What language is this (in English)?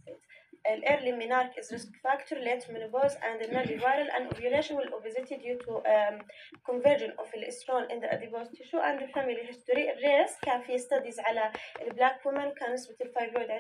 North Levantine Arabic